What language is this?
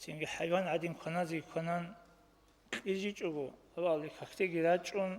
Avaric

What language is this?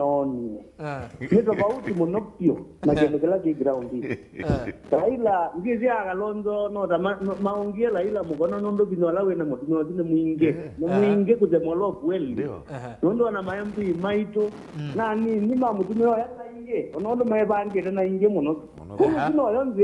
Kamba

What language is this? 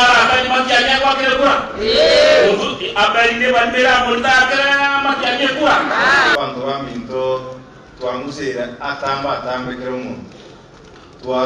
Gusii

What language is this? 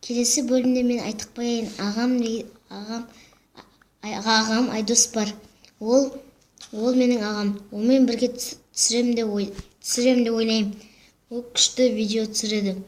Kazakh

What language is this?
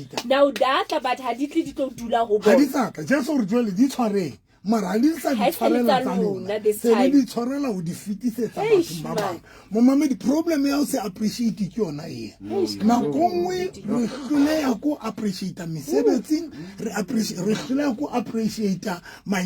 Southern Sotho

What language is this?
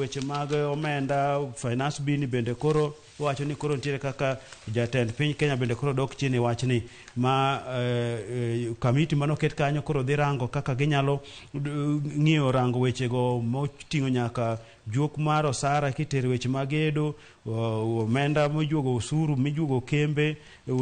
Luo (Kenya and Tanzania)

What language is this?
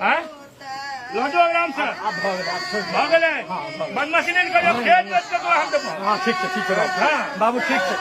Magahi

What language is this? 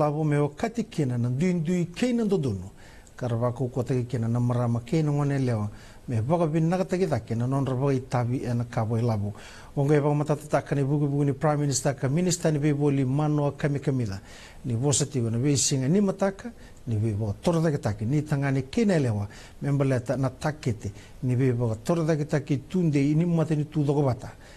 Fijian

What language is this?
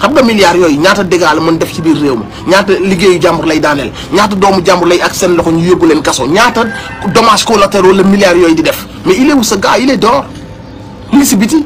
Wolof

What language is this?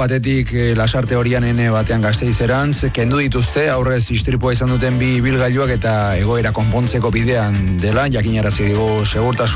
Basque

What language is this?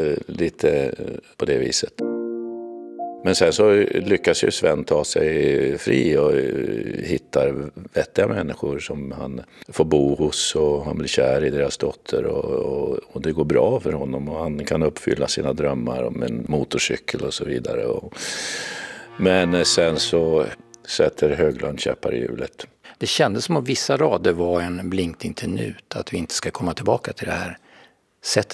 Swedish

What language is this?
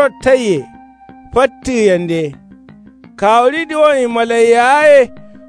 Kanuri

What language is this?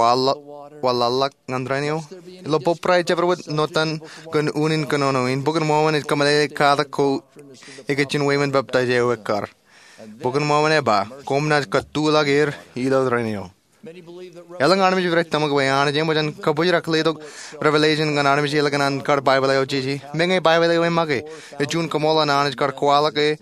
Marshallese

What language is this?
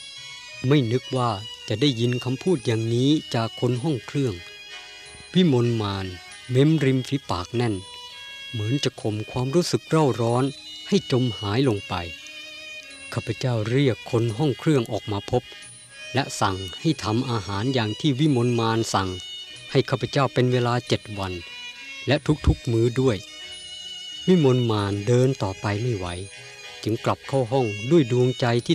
Thai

